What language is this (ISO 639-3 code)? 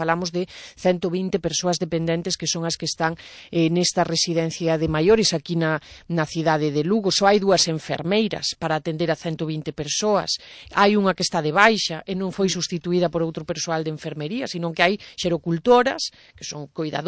glg